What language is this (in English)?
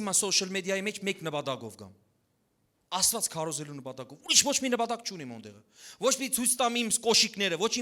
Western Armenian